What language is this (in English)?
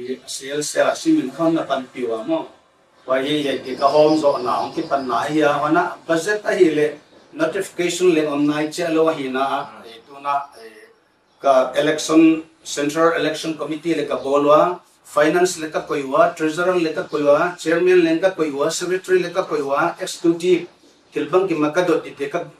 Paite Chin